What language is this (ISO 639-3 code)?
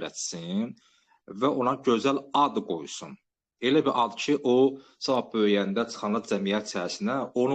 aze